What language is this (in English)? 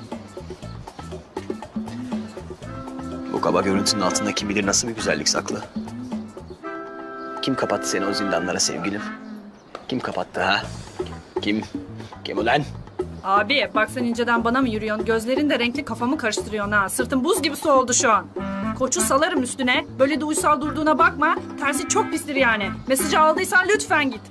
Turkish